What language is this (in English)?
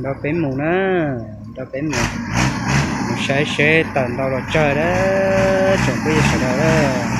Hmong